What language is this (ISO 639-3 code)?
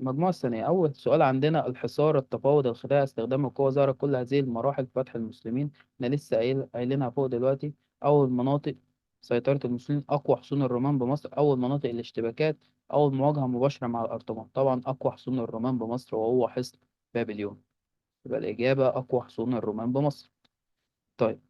arz